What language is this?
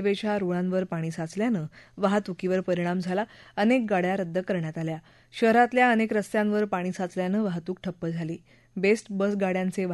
Marathi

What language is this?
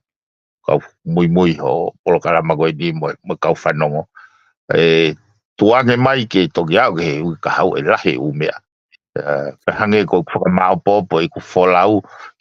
Tongan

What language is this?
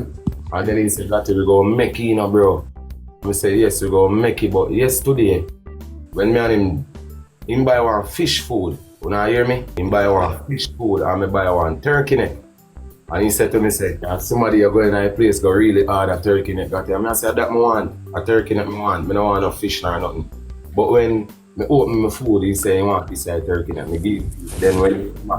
Jamaican Creole English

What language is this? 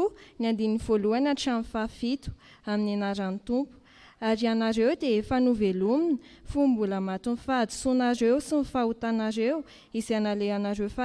Malagasy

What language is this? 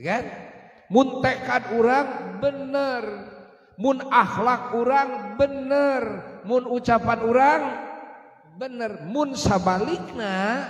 Sundanese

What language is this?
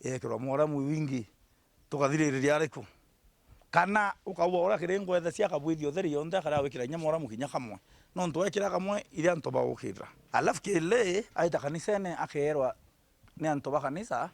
Meru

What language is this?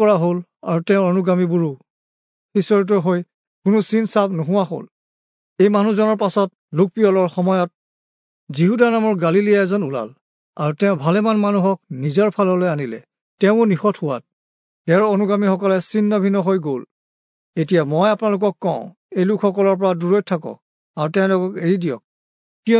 Assamese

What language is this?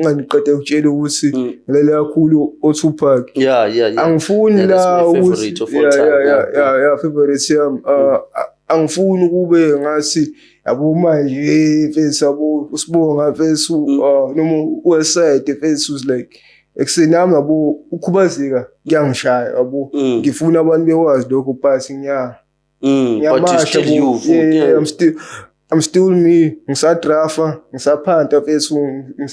Zulu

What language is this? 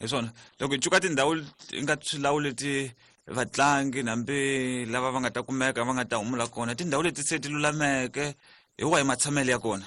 Tsonga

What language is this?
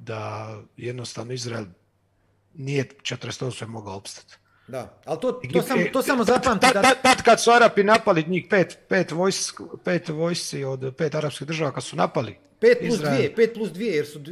Croatian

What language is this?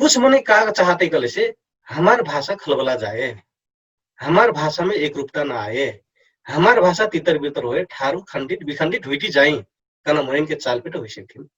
Dangaura Tharu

